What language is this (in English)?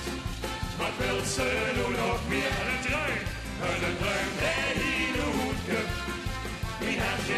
Limburgish